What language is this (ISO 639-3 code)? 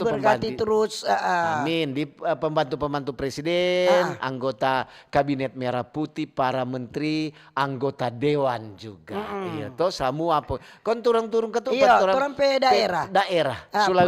xmm